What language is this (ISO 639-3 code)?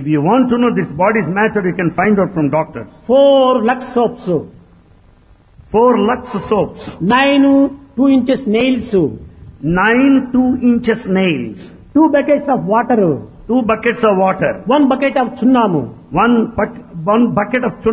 tel